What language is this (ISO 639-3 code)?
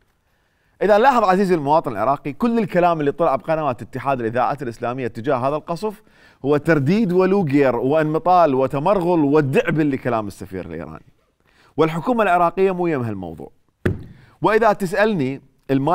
acm